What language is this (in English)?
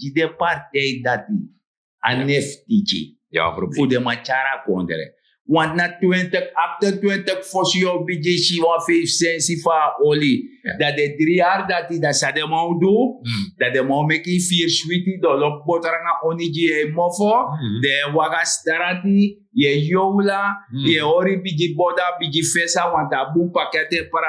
Sranan Tongo